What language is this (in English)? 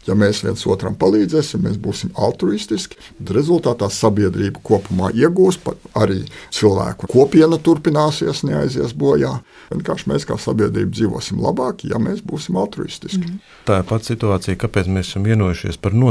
Latvian